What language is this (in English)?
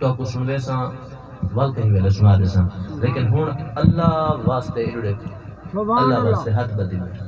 Saraiki